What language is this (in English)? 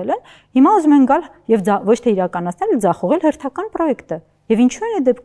Armenian